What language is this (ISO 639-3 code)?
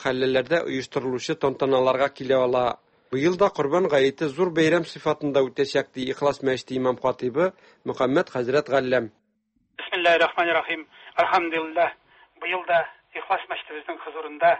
tat